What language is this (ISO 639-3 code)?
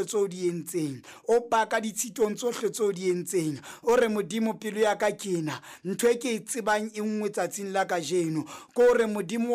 sot